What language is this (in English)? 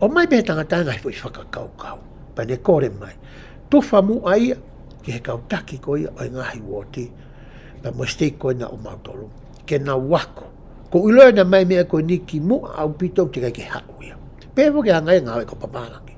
Tongan